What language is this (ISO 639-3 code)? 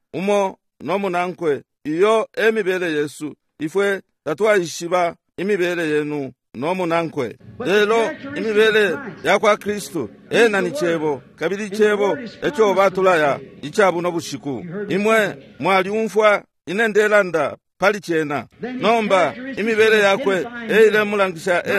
bem